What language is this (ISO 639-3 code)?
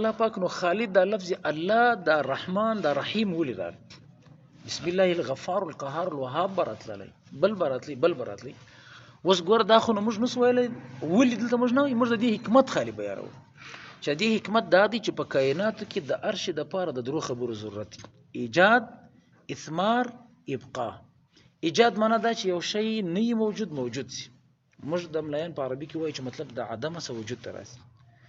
pus